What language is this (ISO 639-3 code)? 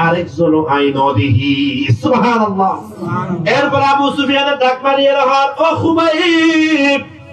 rhg